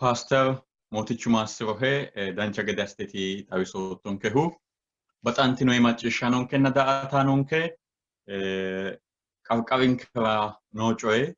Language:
Sidamo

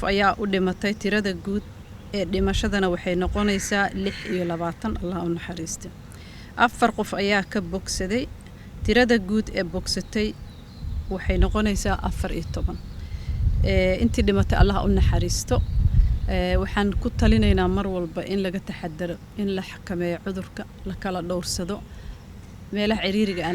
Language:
Somali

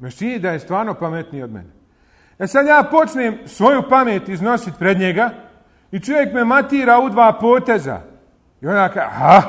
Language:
Bosnian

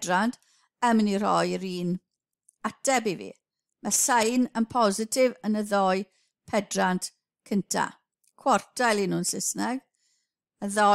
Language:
Welsh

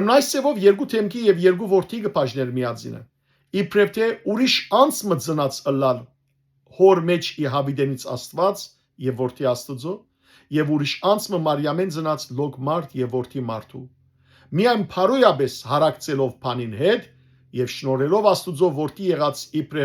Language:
Western Armenian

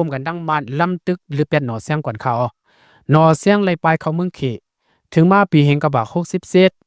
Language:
Lao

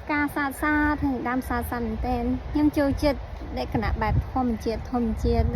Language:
Khmer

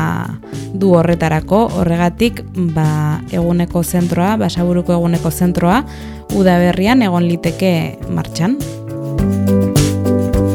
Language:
Basque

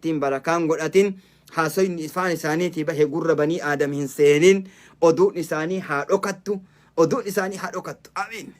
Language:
Oromo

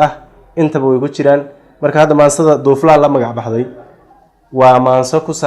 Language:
Somali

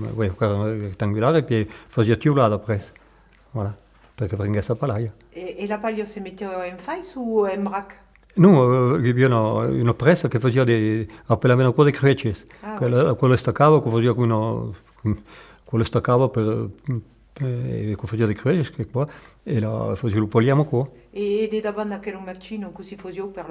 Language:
Occitan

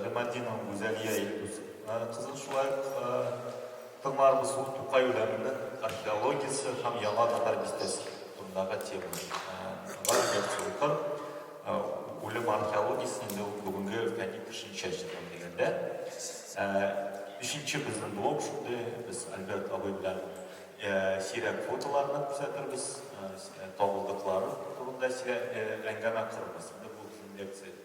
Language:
Tatar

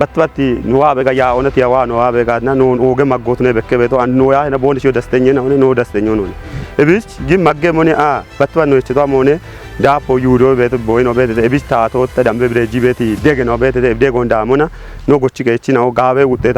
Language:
Kafa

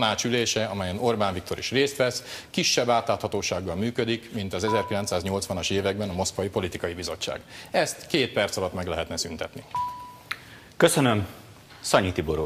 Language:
Hungarian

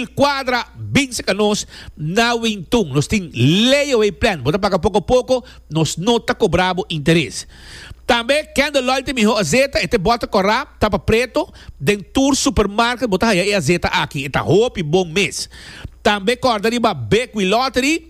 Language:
Papiamento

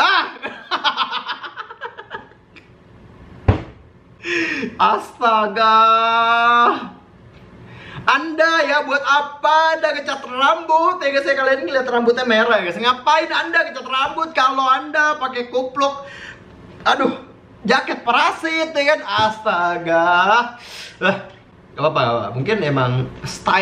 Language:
Indonesian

